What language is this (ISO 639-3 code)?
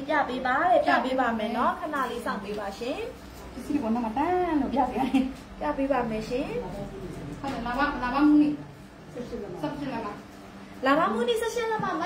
mya